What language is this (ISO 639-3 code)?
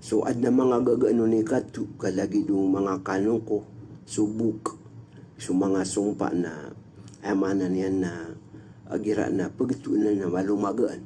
mrw